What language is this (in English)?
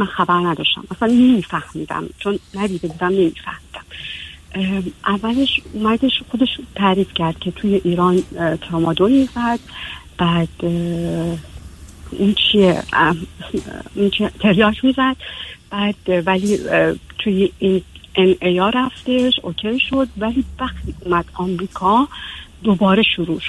Persian